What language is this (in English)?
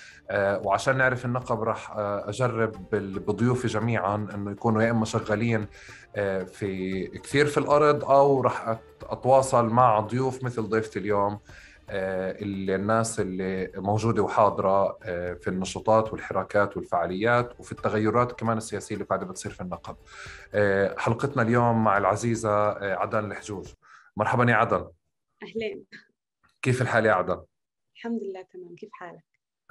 North Levantine Arabic